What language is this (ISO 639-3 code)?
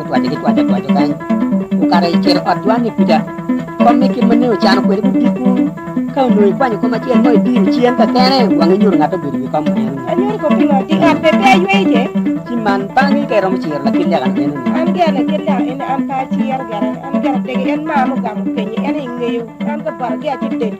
ach